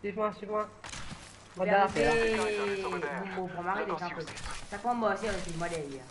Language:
Morisyen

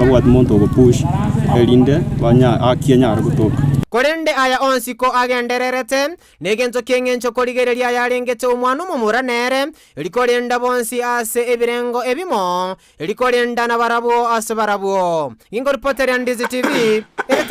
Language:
Gusii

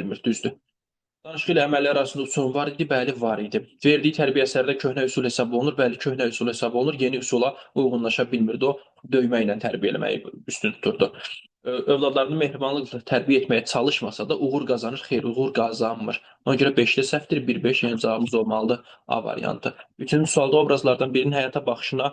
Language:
Azerbaijani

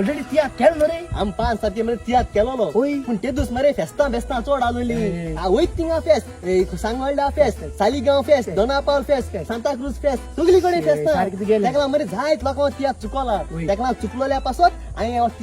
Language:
Konkani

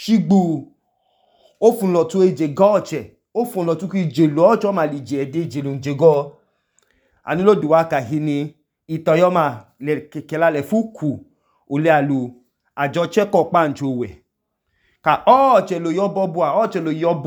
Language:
Idoma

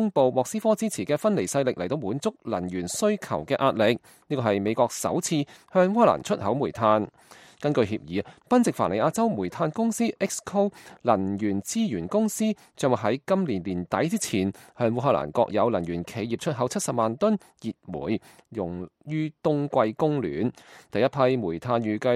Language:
Cantonese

